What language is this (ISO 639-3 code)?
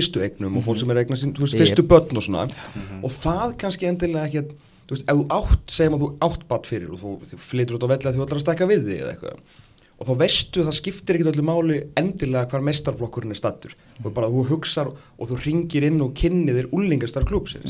isl